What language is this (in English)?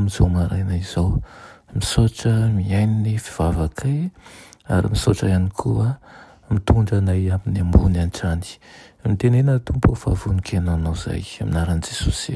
Malagasy